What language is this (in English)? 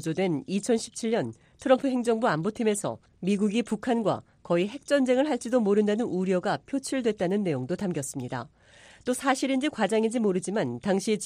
Korean